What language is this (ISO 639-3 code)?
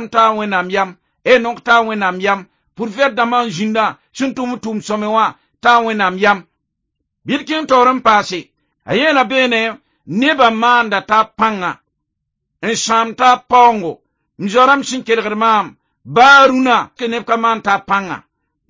mos